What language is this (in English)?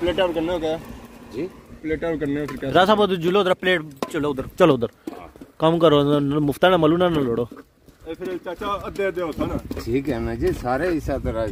Pahari-Potwari